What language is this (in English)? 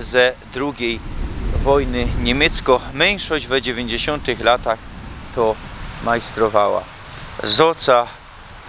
Silesian